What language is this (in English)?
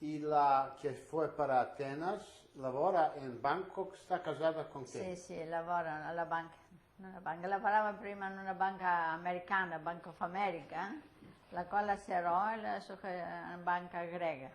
Ladino